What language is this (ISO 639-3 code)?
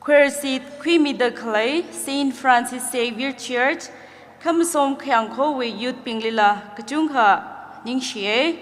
nmf